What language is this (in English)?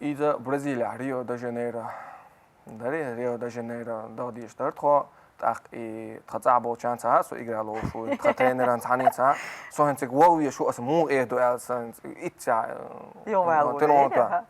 Chechen